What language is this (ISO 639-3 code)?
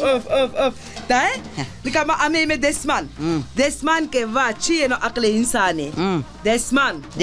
zza